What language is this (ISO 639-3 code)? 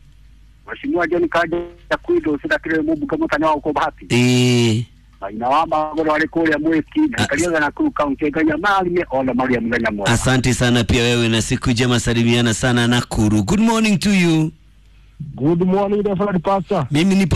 kik